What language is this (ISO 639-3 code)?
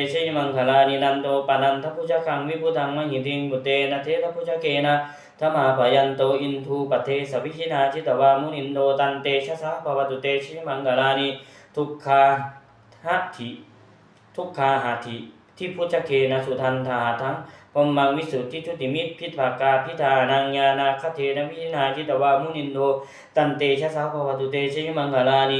pli